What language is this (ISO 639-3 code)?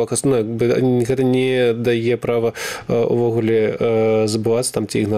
bel